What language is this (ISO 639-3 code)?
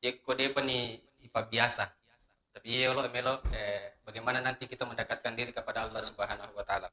bug